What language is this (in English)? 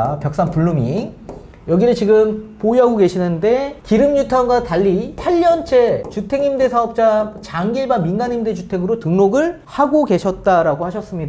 Korean